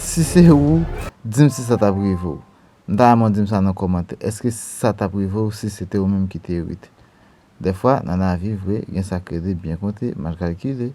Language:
Haitian Creole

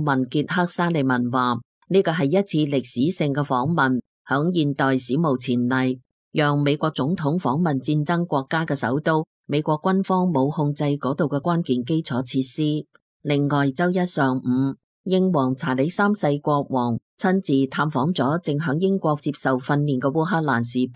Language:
Cantonese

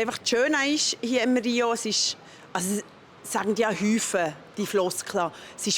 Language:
Swiss German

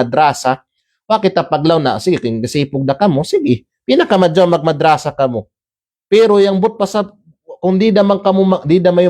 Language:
Kalagan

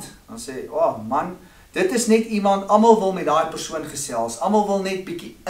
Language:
Afrikaans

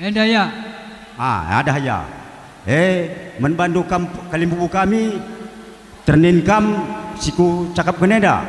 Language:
Batak Karo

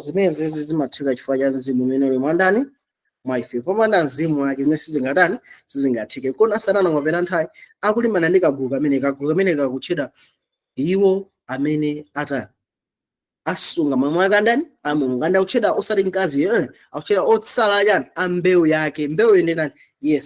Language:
Nyanja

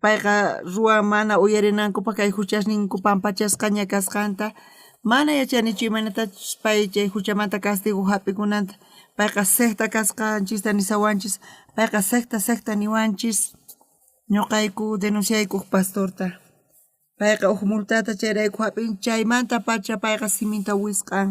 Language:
South Bolivian Quechua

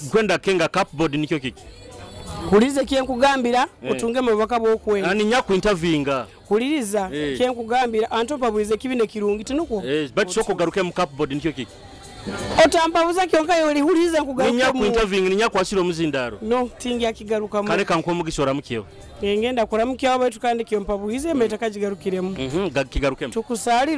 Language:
Nyoro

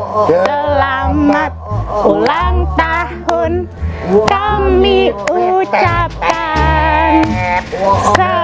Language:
Betawi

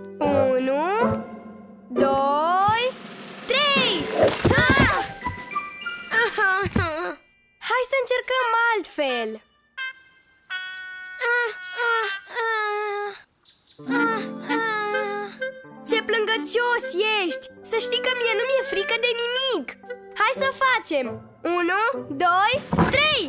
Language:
Romanian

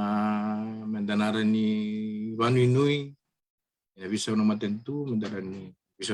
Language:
Fijian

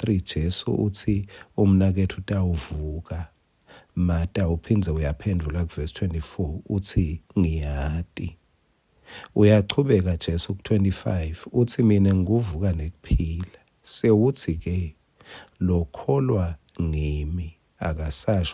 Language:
Swati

